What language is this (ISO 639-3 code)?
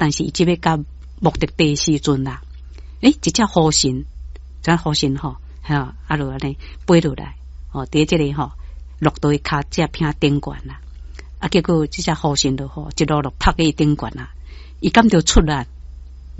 nan